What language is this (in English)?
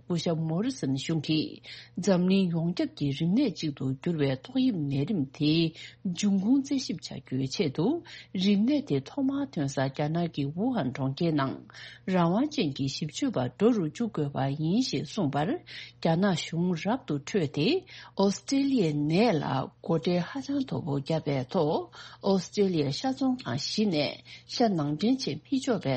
Tibetan